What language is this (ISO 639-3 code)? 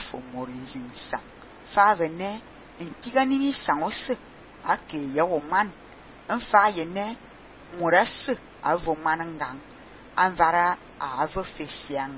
fan